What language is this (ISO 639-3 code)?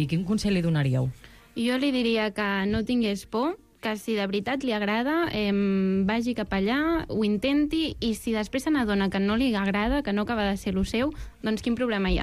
cat